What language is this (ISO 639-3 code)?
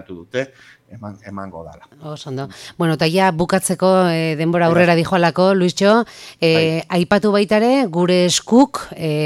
eus